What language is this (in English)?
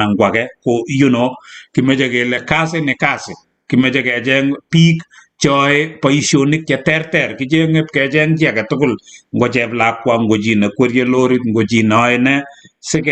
Kalenjin